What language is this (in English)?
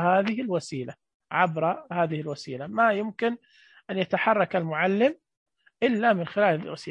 Najdi Arabic